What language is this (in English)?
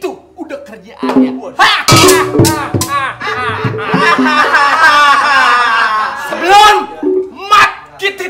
Betawi